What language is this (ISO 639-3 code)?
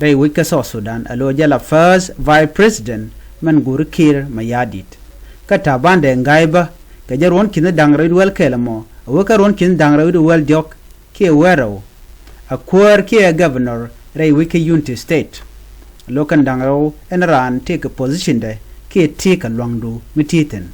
nus